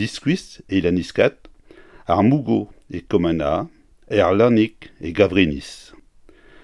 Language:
Breton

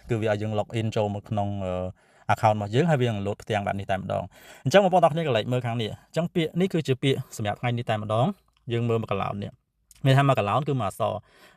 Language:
Khmer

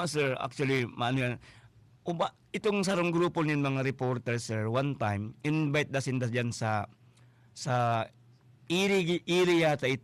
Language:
Bikol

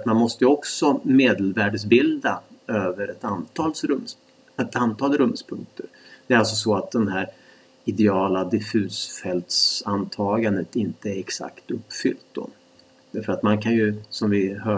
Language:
Swedish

